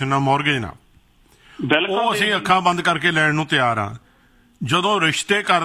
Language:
Punjabi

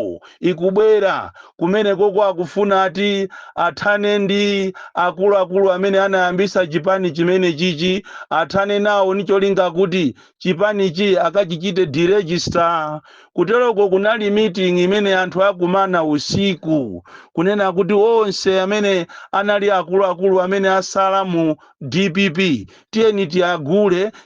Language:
Nyanja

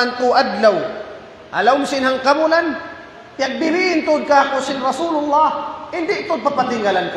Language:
Tausug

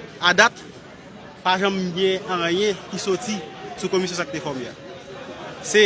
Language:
Haitian Creole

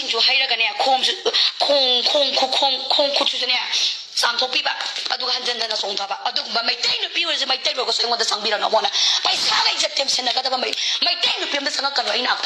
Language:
Manipuri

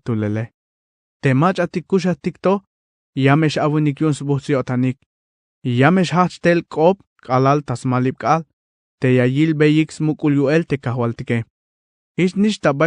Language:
Tzeltal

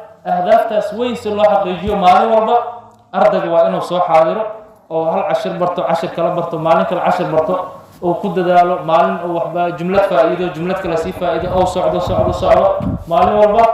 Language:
Somali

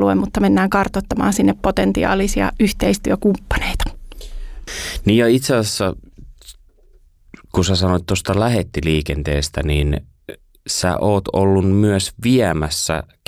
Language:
Finnish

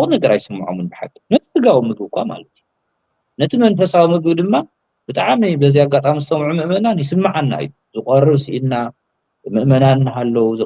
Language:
Tigrinya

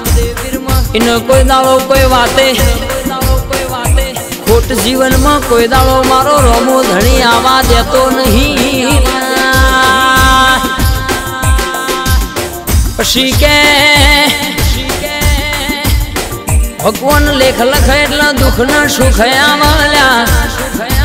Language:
Gujarati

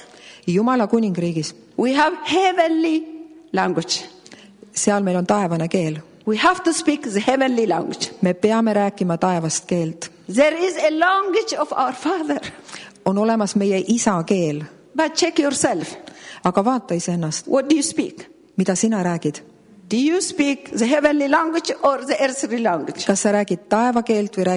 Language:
Estonian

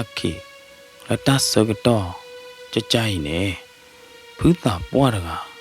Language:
S'gaw Karen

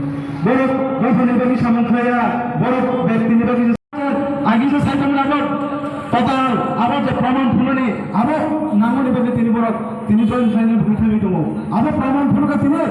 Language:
Kok Borok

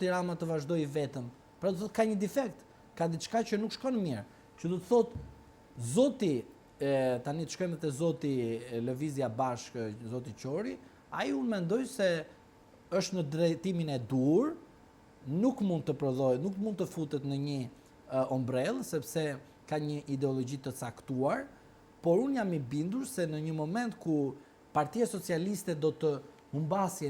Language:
Albanian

